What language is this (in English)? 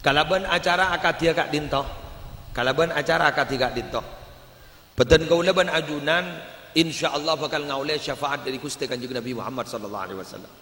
Madurese